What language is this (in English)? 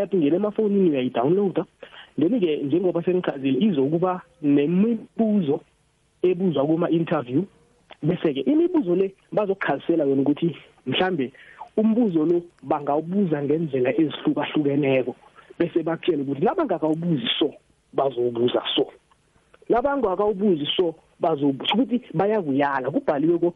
South Ndebele